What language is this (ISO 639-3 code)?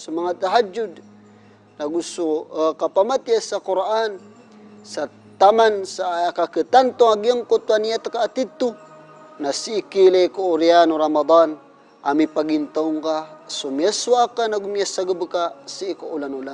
mrw